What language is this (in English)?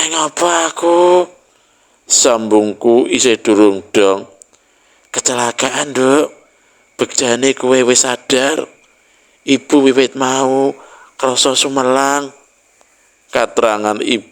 Javanese